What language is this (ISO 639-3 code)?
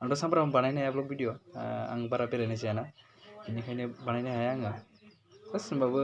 brx